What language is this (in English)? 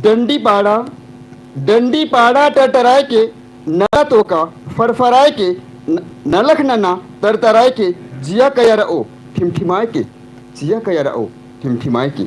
Kurukh